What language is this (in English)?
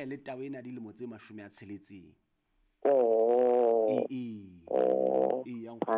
Southern Sotho